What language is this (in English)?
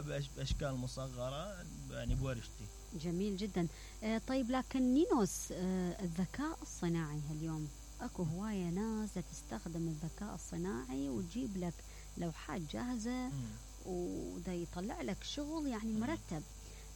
Mesopotamian Arabic